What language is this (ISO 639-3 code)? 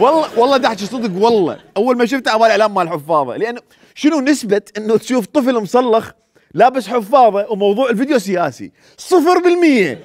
acm